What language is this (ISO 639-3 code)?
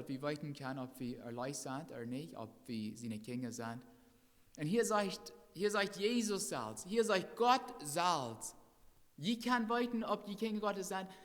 pdt